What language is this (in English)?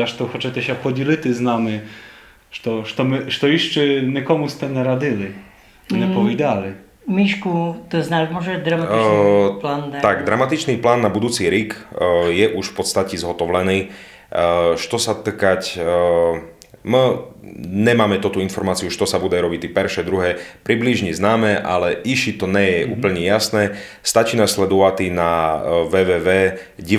Rusyn